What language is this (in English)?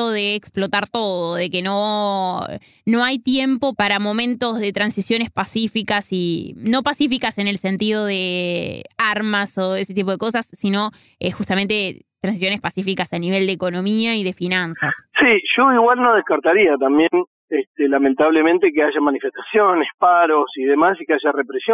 Spanish